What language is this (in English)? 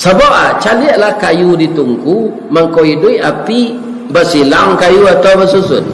Minangkabau